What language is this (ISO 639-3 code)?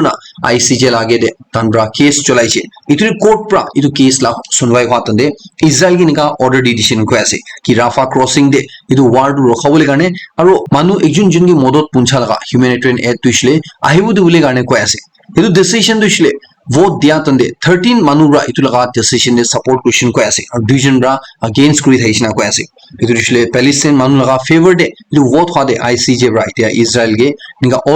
nag